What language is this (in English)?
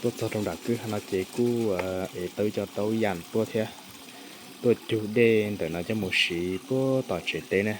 Hmong